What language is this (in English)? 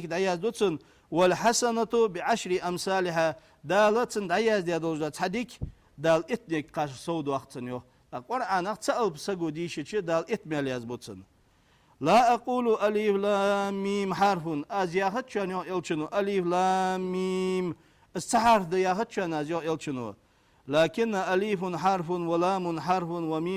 Ingush